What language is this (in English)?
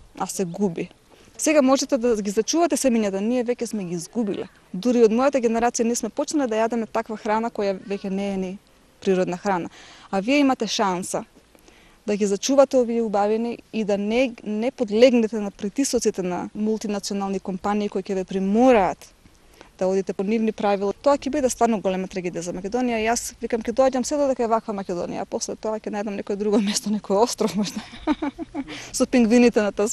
Macedonian